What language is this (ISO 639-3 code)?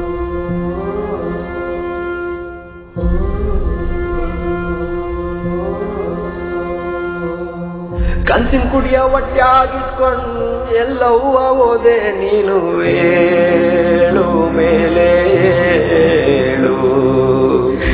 kan